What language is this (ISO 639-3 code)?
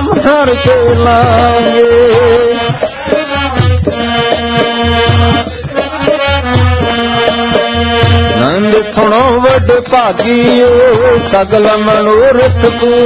pan